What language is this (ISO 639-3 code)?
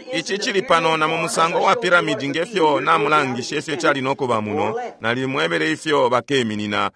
bem